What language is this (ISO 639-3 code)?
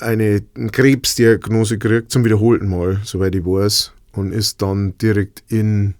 bar